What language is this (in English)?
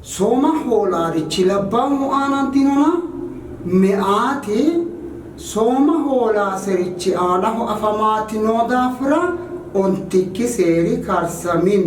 Sidamo